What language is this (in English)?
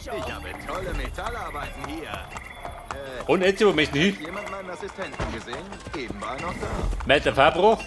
Bavarian